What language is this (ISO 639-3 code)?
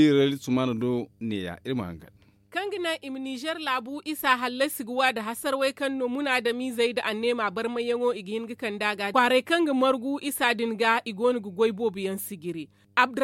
dje